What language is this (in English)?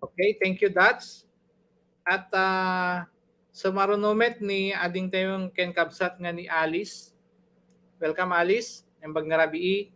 Iloko